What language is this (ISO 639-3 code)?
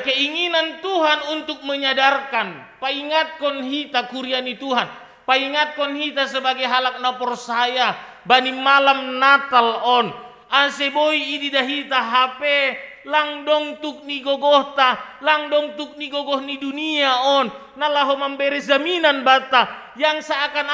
bts